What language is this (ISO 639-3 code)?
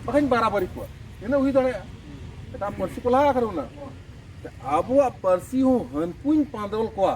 sat